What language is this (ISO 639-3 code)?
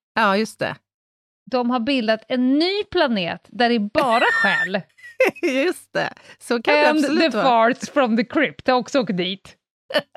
swe